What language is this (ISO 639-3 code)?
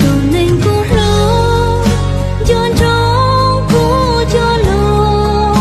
hmn